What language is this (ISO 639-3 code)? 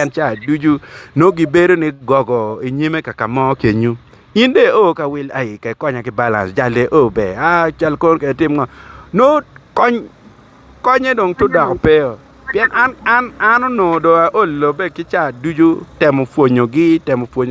ach